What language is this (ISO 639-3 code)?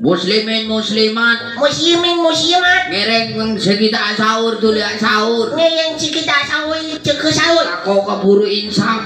mad